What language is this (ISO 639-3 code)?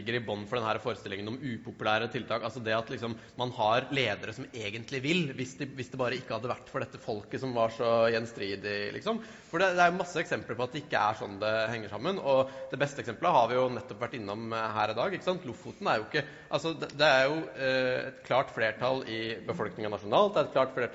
nor